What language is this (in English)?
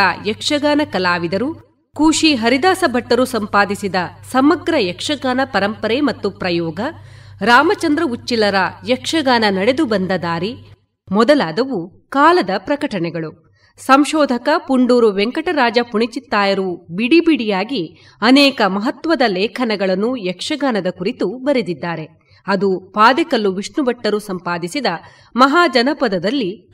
Kannada